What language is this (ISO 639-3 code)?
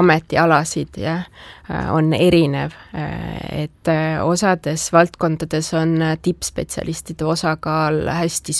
est